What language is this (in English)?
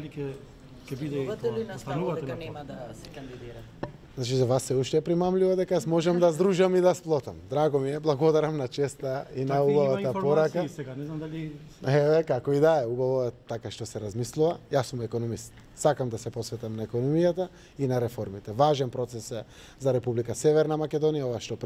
Macedonian